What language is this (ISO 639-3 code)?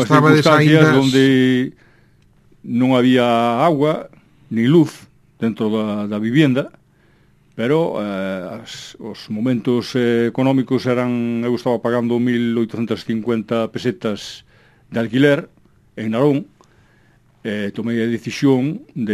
glg